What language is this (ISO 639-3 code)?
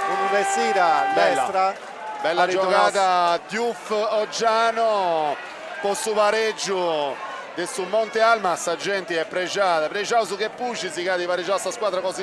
srd